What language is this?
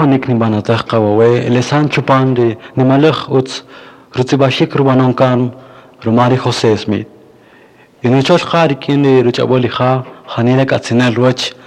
Kaqchikel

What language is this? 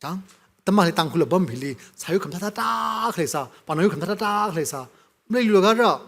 Tangkhul Naga (India)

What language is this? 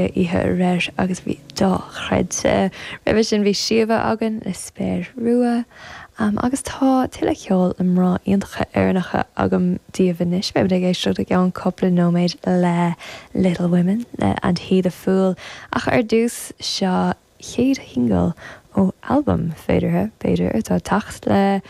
Irish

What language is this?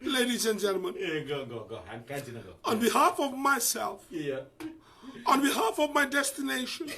Fijian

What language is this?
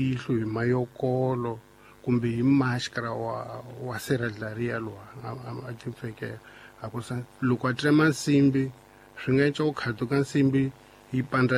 Tsonga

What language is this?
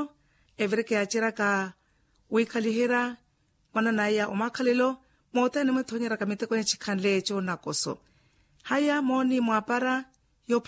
Makhuwa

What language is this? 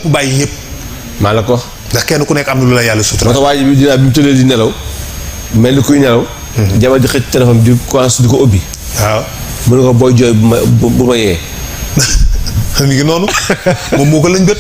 Wolof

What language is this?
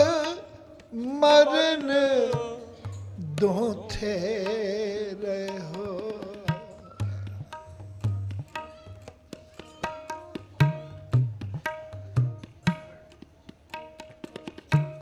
Punjabi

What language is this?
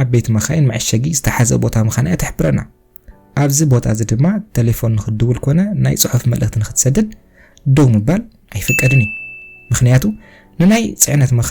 Tigrinya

